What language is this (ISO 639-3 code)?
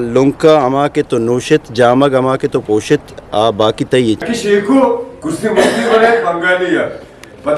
bgp